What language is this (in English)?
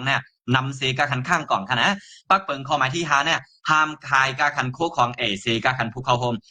Shan